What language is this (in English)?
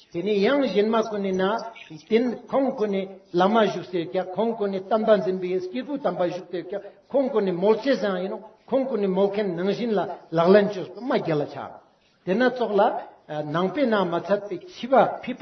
Ladakhi